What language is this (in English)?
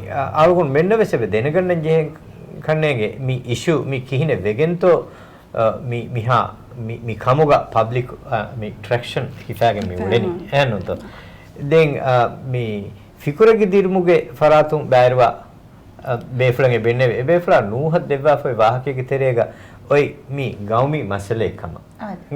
Divehi